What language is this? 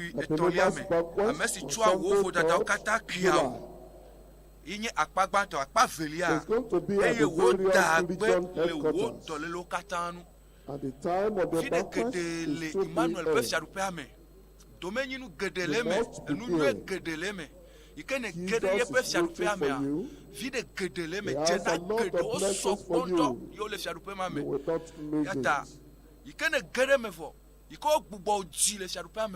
Ewe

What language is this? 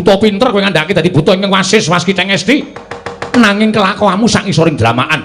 Javanese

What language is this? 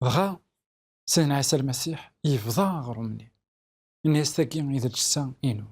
Kabyle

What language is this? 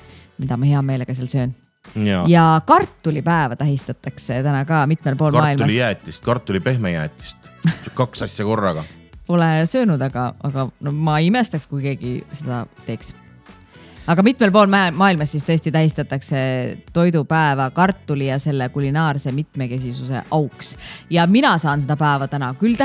Estonian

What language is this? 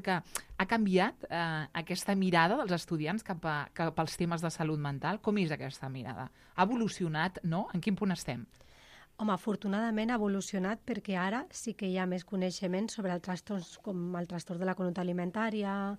Catalan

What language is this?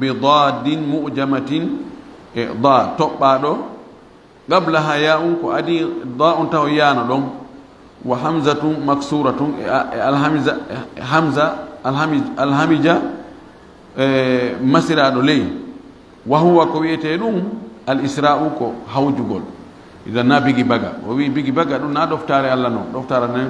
Fula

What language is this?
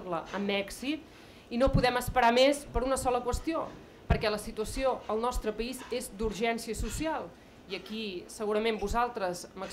Catalan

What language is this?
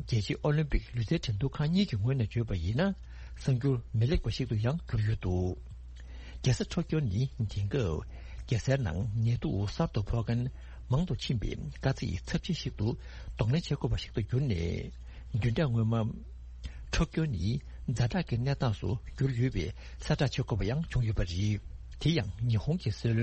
Tibetan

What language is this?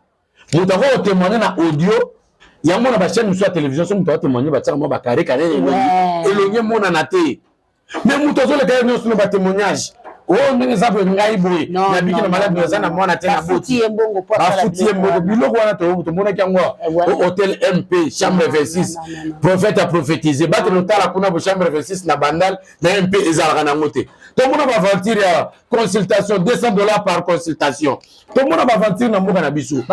Lingala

